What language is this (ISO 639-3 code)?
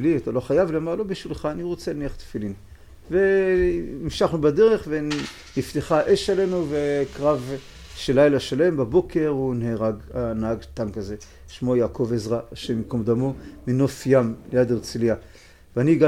heb